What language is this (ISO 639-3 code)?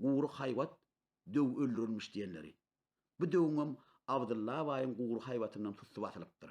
tuk